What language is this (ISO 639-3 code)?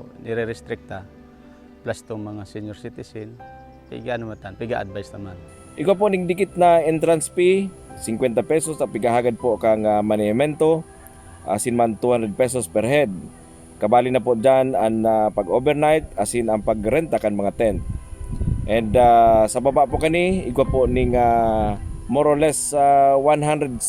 bik